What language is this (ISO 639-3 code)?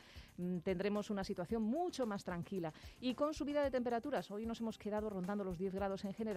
spa